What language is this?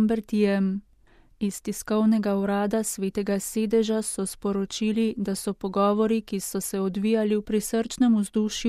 Slovenian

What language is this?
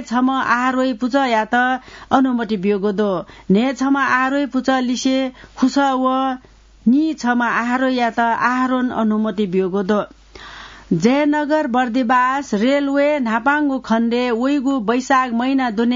Newari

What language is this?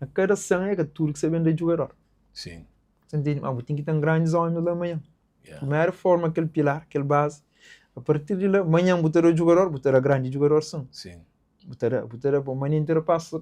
Kabuverdianu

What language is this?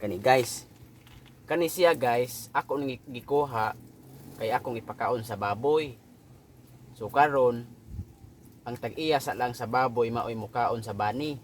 Cebuano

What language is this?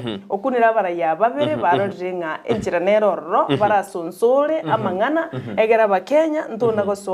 Gusii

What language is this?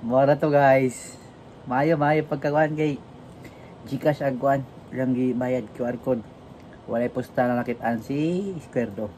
Cebuano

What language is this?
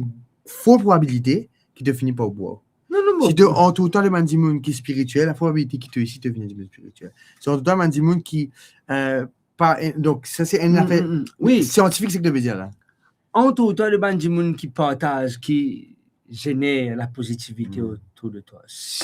Morisyen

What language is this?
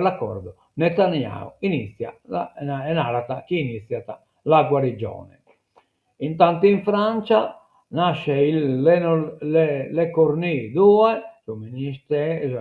Sardinian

